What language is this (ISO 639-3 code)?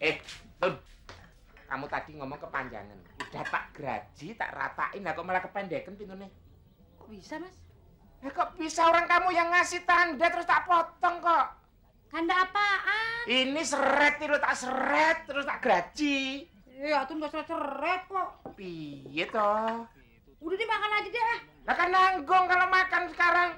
bew